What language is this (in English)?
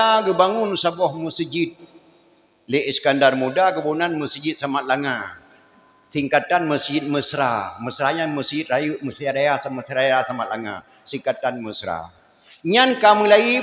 Achinese